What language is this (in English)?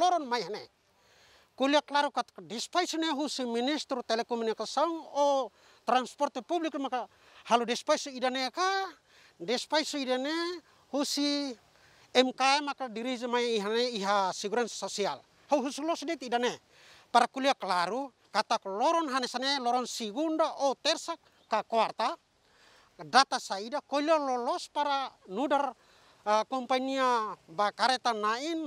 Tetum